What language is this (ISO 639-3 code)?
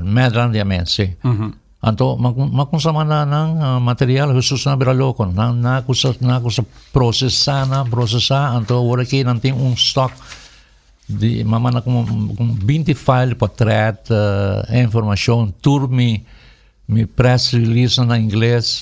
pap